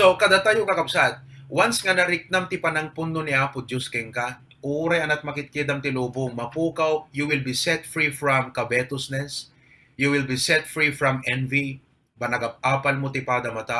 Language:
Iloko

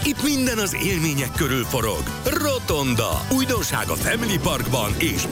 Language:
Hungarian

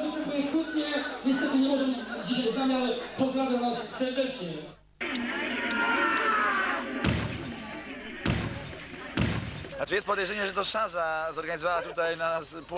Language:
Polish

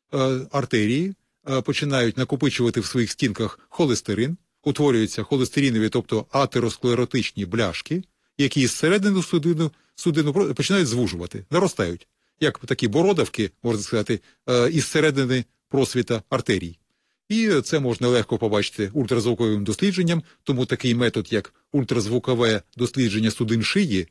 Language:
Ukrainian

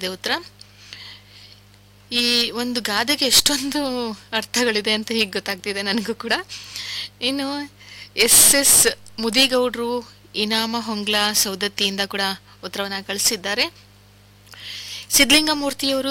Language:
Kannada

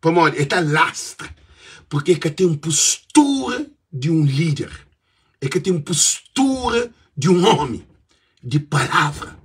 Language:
Kabuverdianu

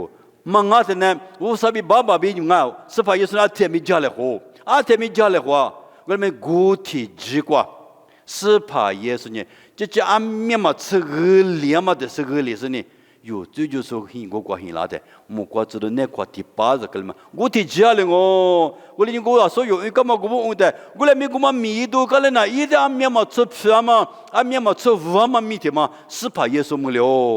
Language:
Lisu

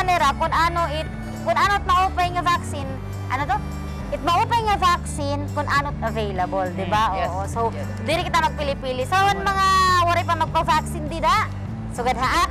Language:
Waray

